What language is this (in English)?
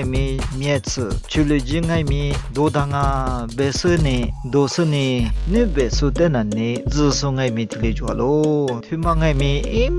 Lisu